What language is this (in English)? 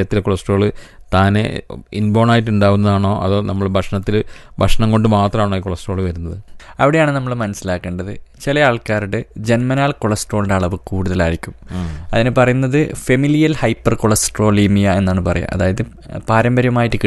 Malayalam